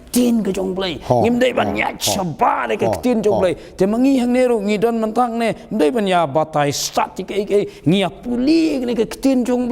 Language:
Khasi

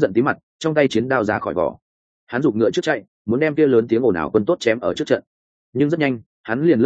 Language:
Vietnamese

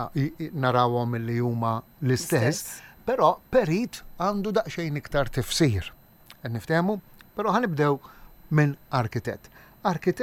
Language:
Maltese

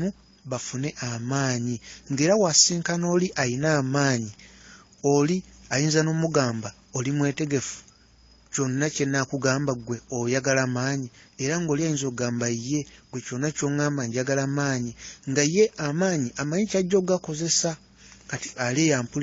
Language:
Ganda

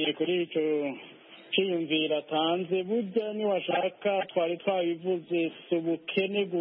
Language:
Kinyarwanda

